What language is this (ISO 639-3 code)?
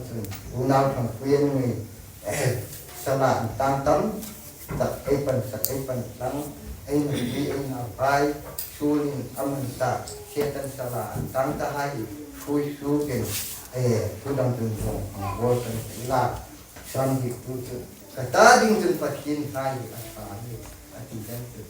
hmr